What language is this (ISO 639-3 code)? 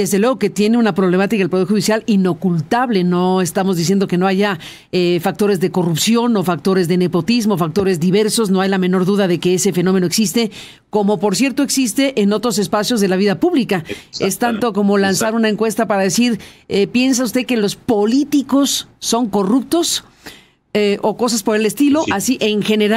spa